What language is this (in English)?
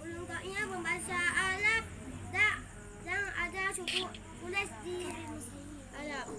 Achinese